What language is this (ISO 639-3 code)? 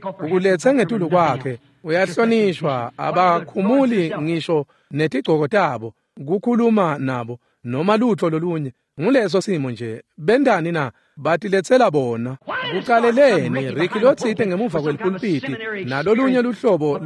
ssw